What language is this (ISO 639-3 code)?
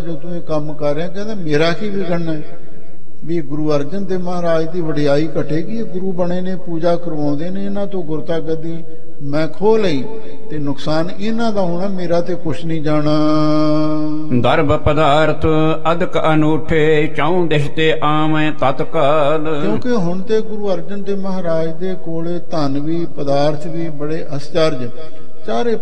pan